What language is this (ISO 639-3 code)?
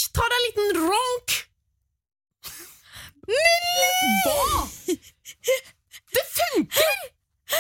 nor